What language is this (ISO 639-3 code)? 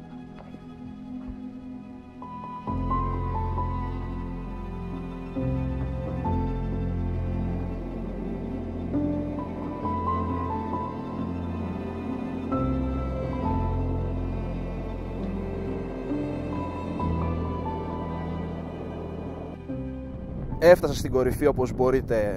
ell